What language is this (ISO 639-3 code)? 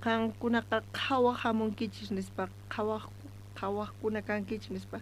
quh